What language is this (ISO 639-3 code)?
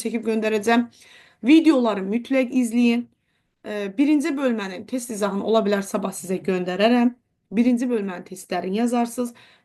aze